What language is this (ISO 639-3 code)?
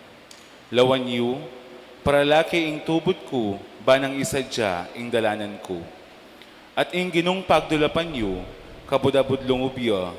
pam